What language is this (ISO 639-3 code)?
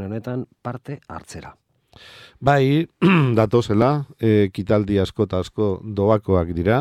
eus